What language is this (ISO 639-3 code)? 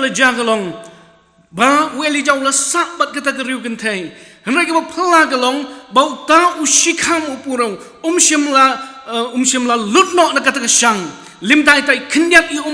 kha